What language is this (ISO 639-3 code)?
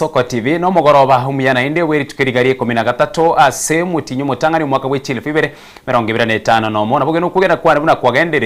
guz